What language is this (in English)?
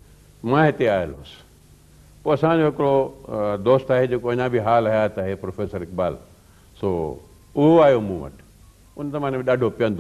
Sindhi